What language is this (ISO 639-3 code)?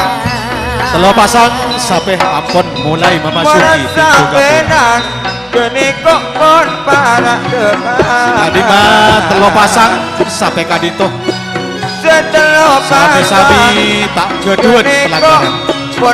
mad